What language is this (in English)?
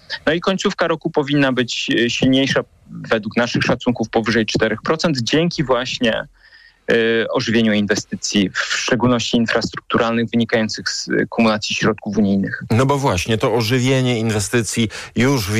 Polish